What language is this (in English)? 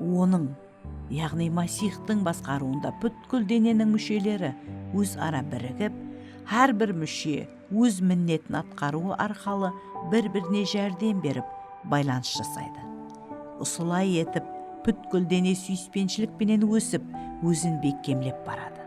Kara-Kalpak